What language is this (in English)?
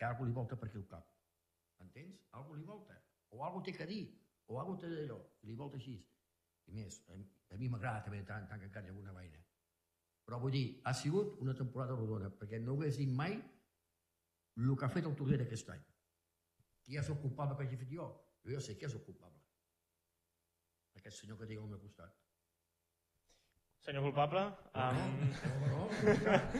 Catalan